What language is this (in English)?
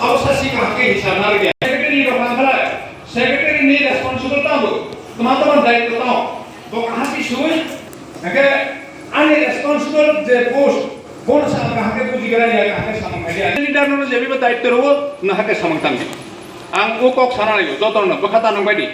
Kok Borok